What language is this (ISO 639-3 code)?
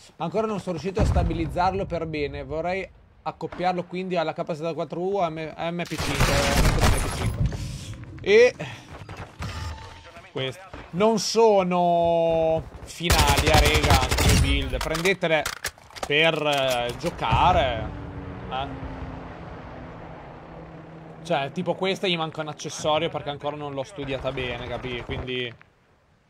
ita